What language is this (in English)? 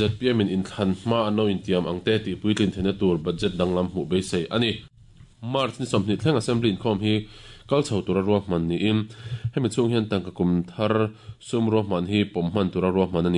Mizo